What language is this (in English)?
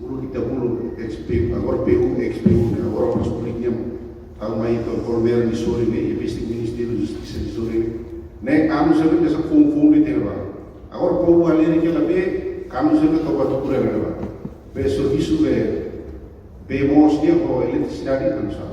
Tetum